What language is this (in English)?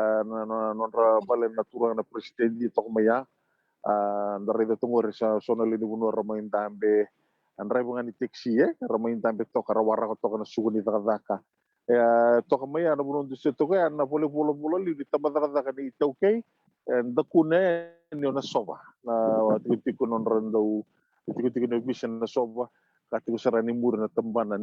Fijian